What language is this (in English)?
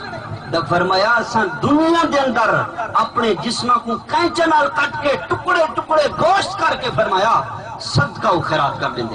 Saraiki